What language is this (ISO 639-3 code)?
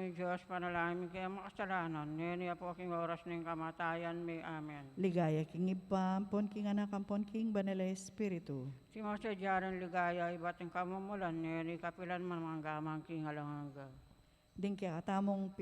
pam